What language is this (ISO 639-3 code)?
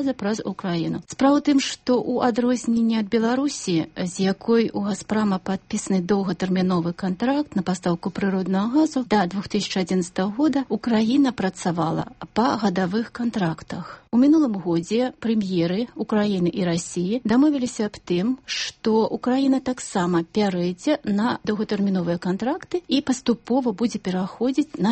bel